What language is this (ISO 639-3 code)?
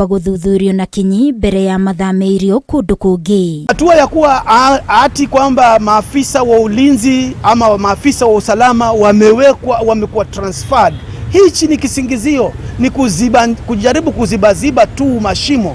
kik